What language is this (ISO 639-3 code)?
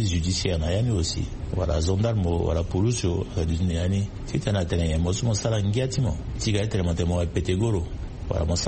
sag